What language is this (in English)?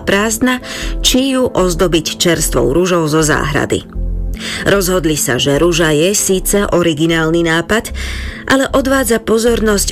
Slovak